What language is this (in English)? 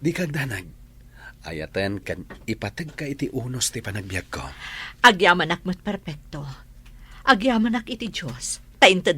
Iloko